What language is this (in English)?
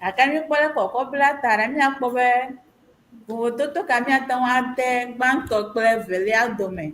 Ewe